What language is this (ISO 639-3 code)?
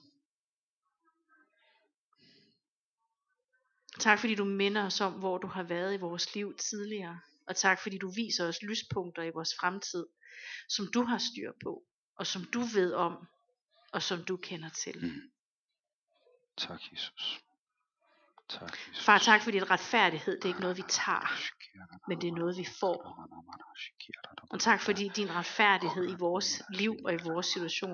dan